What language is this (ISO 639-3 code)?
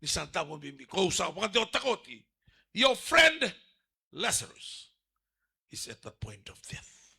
fij